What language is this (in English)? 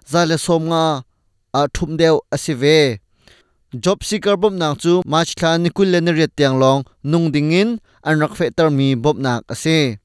Hakha Chin